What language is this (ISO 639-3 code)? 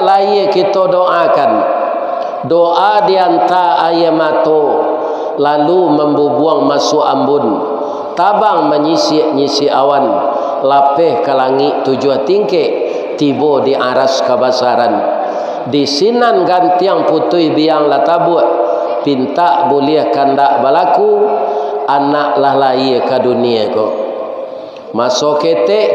min